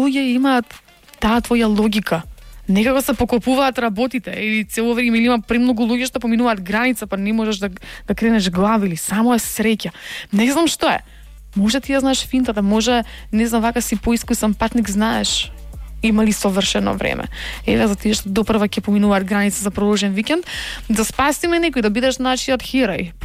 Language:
Macedonian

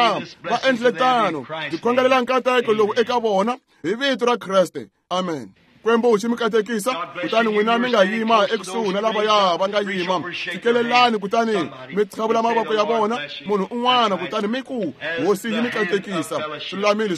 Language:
Tsonga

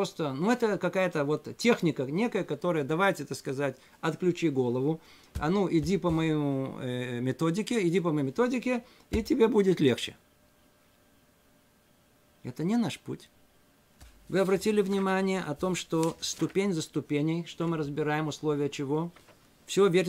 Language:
Russian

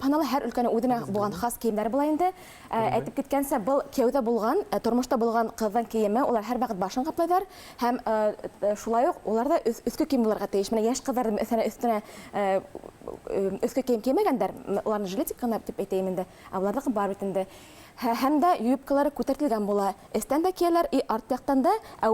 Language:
Bashkir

